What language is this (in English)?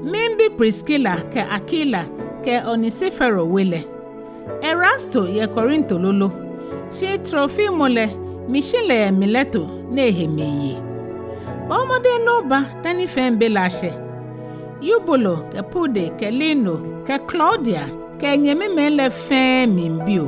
Ga